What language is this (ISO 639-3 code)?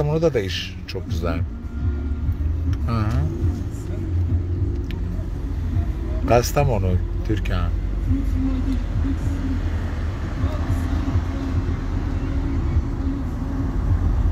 tur